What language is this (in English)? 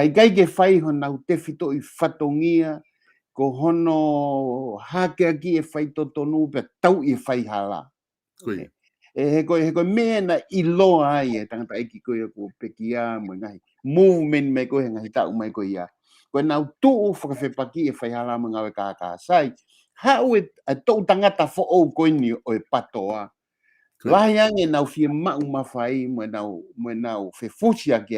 Tongan